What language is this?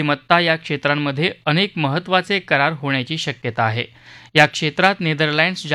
Marathi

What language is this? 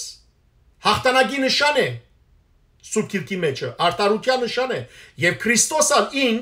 Western Armenian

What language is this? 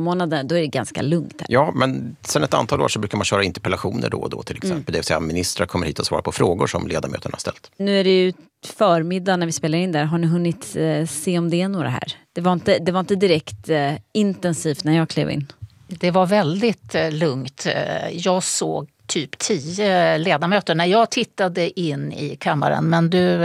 Swedish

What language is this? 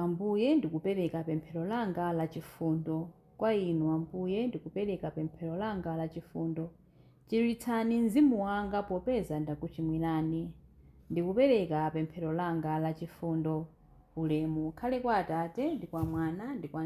Nyanja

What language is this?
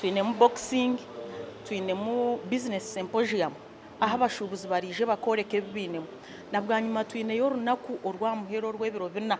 Nyankole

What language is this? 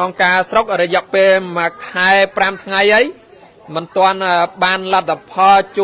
Khmer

